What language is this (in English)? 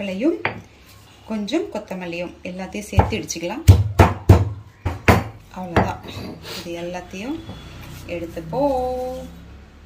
Tamil